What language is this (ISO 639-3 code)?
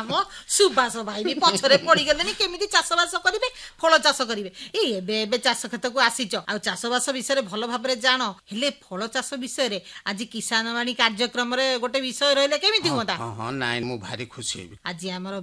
ori